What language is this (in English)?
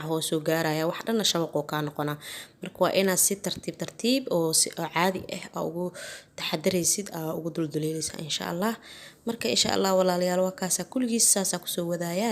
Somali